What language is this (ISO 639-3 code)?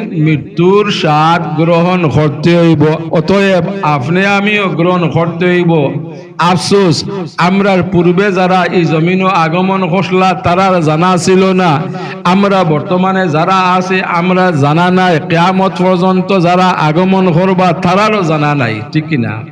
syl